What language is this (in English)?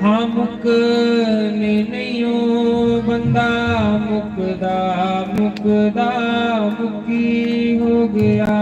Dogri